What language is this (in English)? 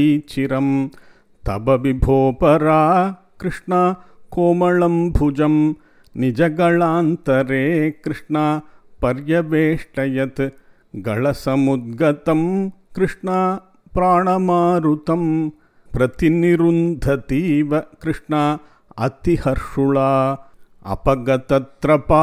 Sanskrit